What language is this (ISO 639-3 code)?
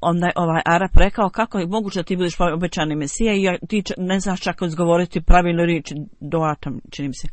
bos